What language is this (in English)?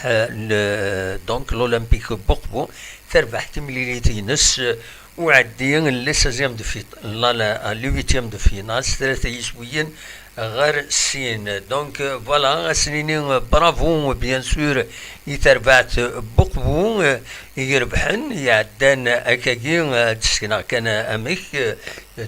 Kabyle